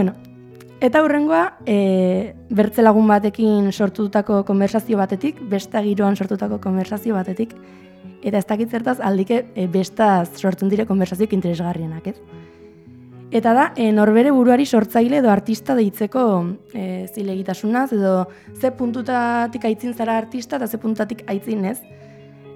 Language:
Basque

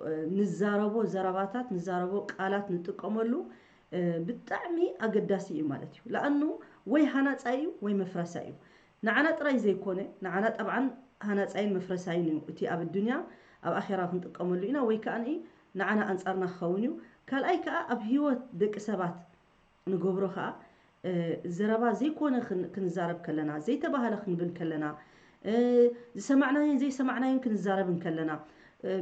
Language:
Tigrinya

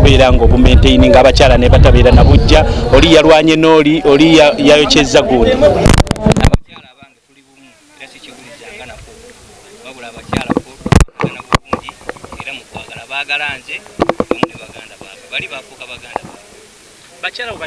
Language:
Ganda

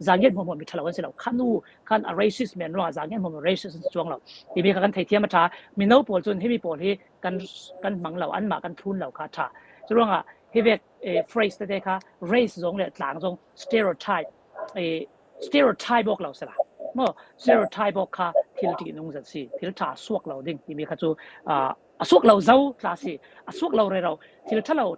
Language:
Falam Chin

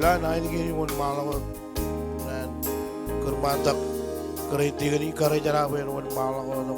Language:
Marshallese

